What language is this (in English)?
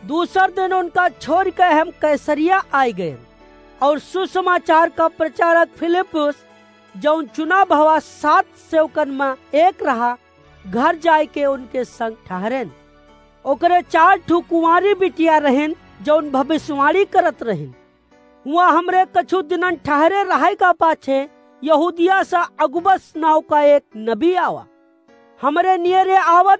Awadhi